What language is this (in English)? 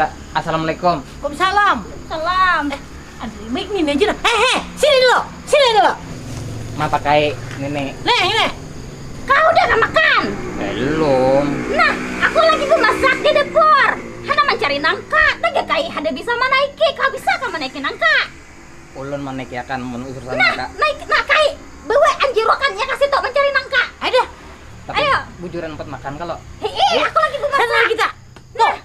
Banjar